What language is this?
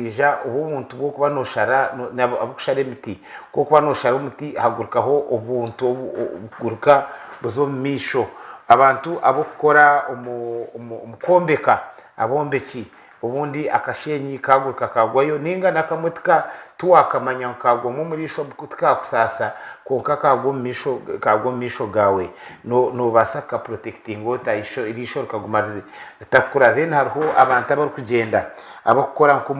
Nyankole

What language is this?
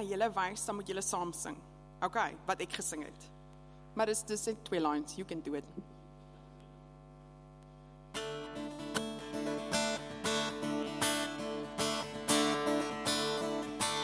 Afrikaans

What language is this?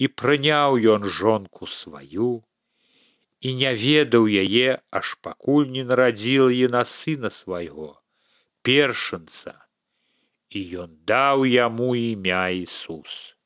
Belarusian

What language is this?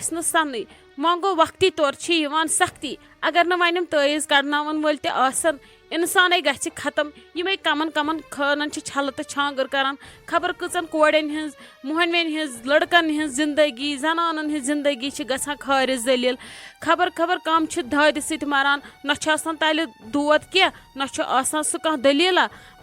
Kashmiri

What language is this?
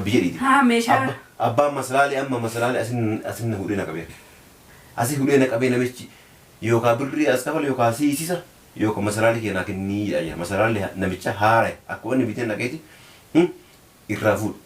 Oromo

